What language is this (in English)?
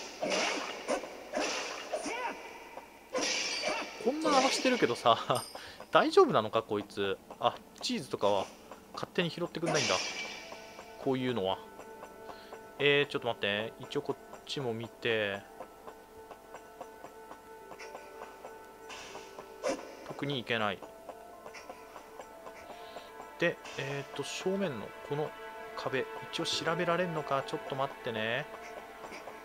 Japanese